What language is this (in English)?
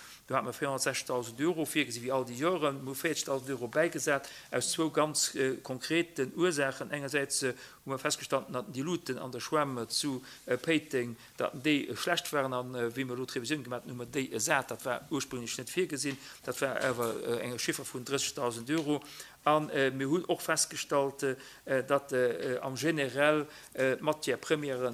Luxembourgish